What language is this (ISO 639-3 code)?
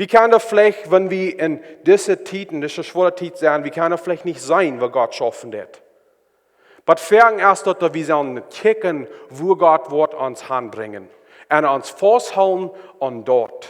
pdt